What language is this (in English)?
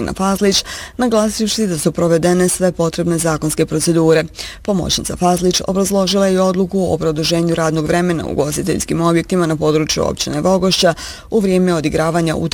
Bosnian